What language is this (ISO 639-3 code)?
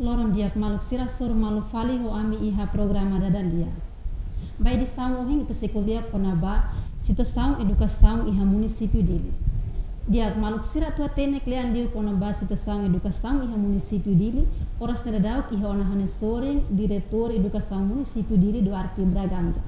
tet